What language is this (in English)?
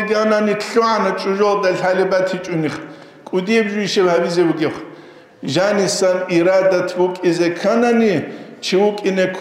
Avaric